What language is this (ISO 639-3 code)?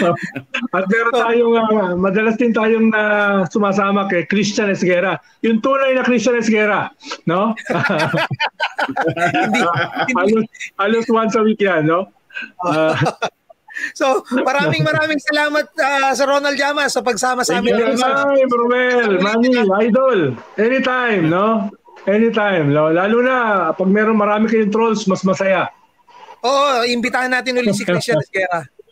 fil